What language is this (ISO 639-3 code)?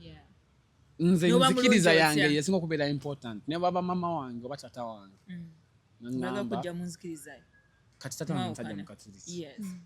lug